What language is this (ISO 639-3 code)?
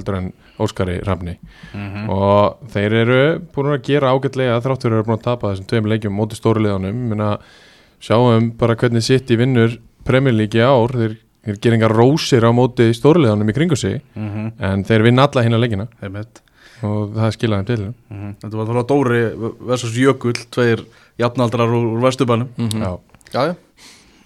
isl